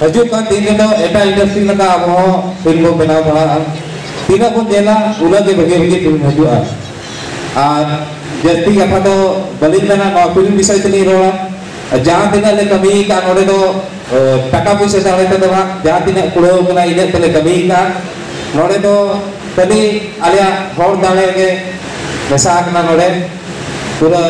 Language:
Santali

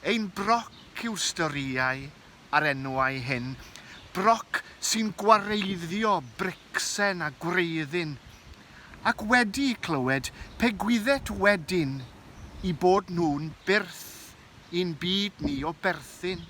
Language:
Welsh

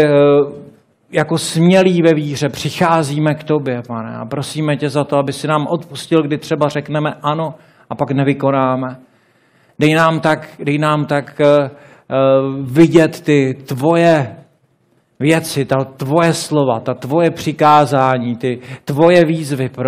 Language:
Czech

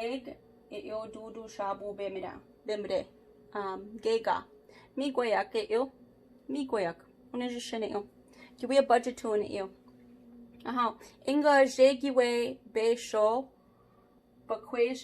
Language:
Chippewa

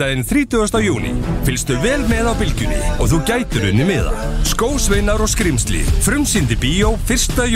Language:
Icelandic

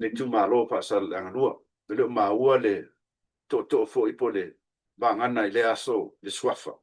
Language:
Samoan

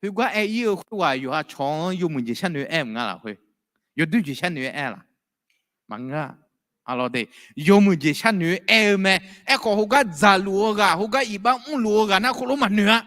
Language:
Akha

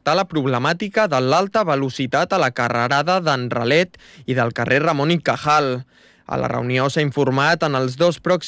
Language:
Catalan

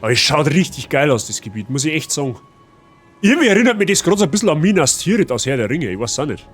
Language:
Bavarian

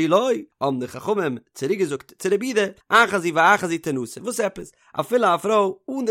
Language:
Yiddish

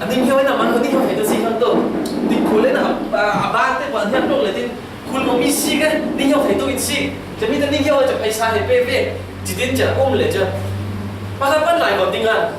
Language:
Falam Chin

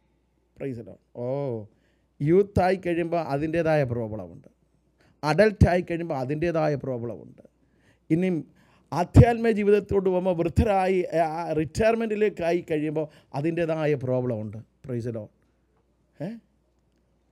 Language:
Malayalam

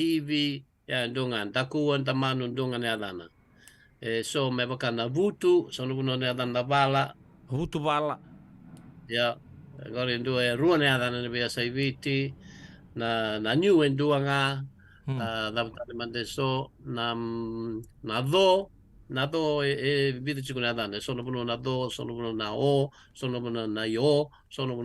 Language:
Fijian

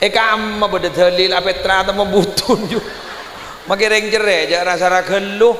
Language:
Madurese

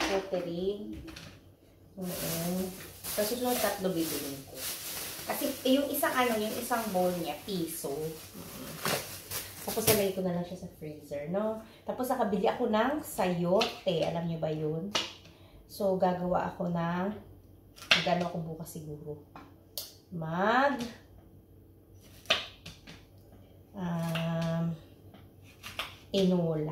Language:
Filipino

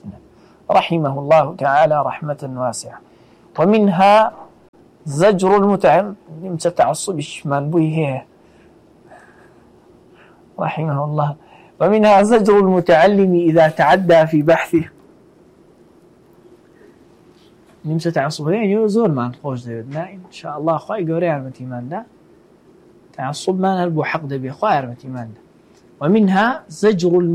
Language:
Arabic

